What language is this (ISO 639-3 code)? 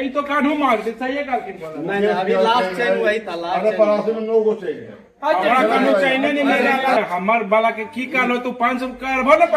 mag